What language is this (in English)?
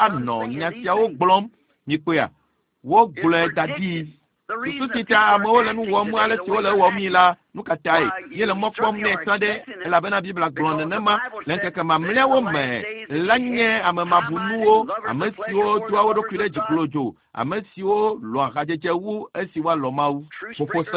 Ewe